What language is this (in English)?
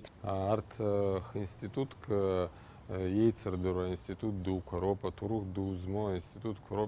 Abkhazian